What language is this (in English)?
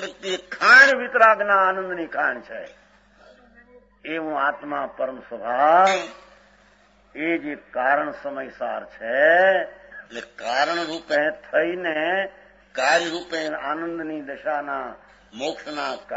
Gujarati